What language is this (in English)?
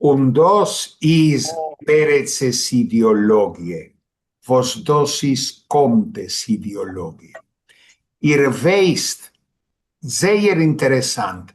Yiddish